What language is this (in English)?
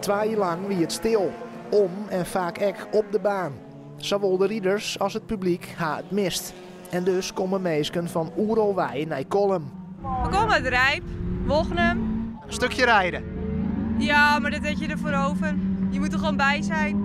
Western Frisian